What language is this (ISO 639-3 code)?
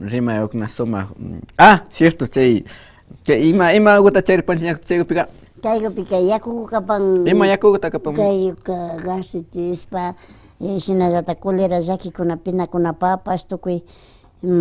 qvi